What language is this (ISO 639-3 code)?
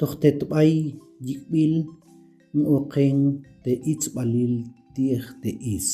ttc